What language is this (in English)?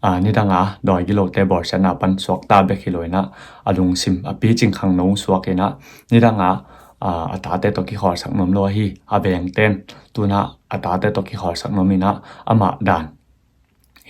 Tedim Chin